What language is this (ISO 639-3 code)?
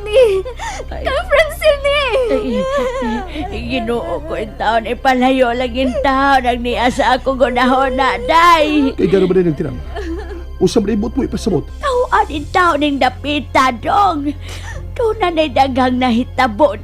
ceb